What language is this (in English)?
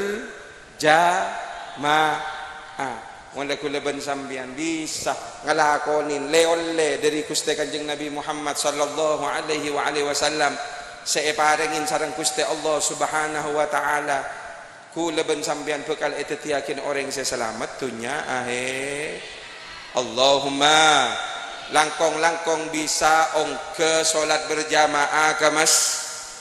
Madurese